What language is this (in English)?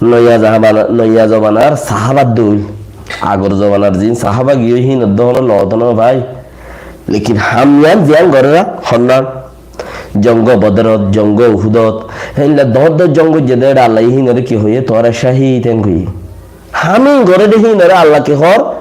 Rohingya